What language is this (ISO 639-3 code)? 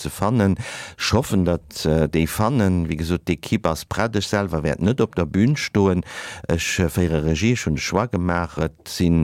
ltz